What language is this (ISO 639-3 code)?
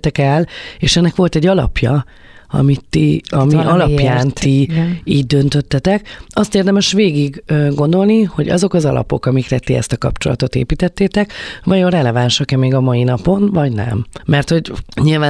hun